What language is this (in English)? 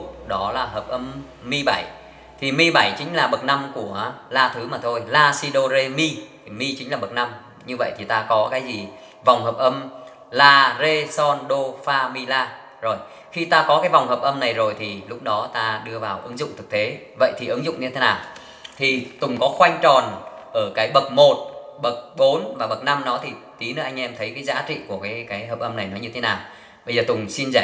Vietnamese